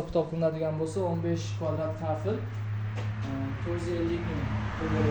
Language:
Uzbek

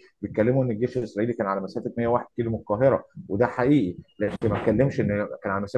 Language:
Egyptian Arabic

